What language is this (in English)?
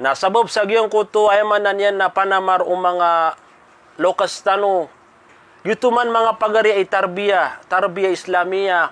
Maranao